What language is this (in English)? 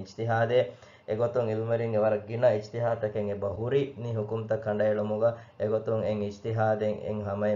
Divehi